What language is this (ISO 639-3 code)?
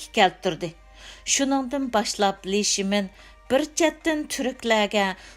uig